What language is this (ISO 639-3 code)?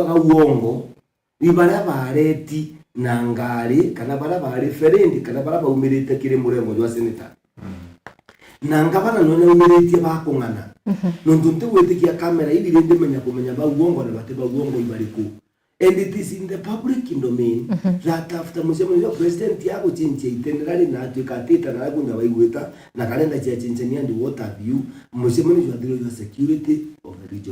mer